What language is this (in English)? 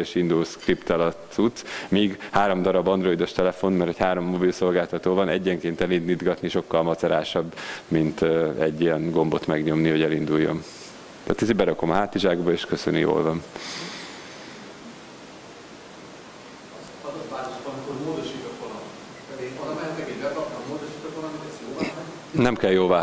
Hungarian